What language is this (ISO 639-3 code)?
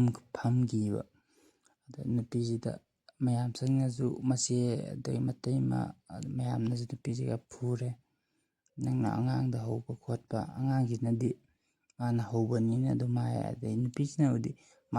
mni